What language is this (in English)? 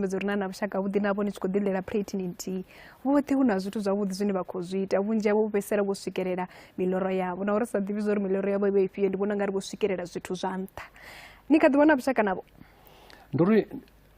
Venda